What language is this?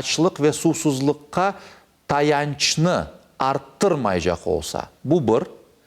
Crimean Tatar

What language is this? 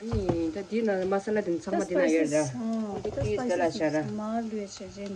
Tibetan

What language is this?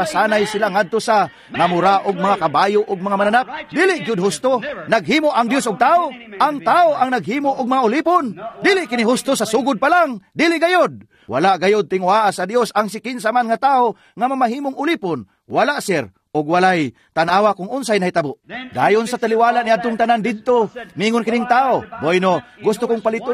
Cebuano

